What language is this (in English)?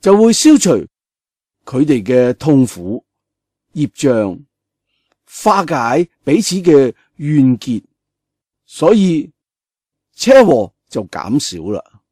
Cantonese